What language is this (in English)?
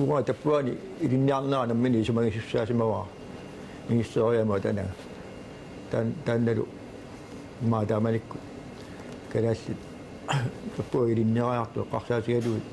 Kalaallisut